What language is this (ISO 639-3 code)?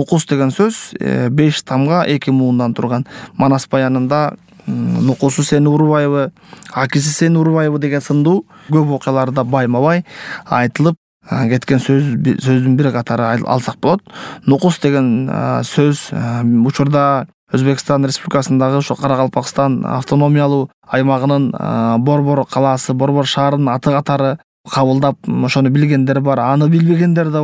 kir